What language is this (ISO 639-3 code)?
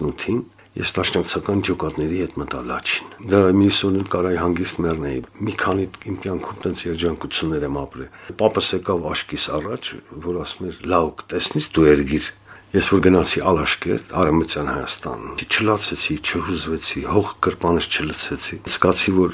hye